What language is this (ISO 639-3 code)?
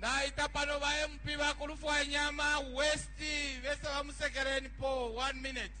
bem